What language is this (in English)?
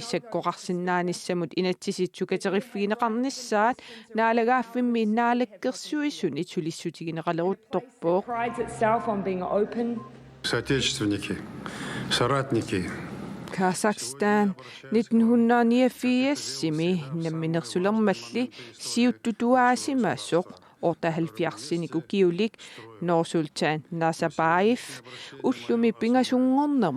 Kalaallisut